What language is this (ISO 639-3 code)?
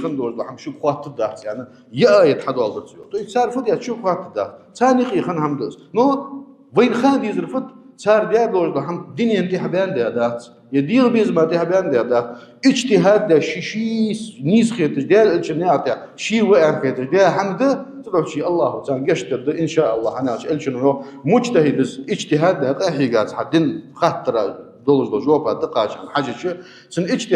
inh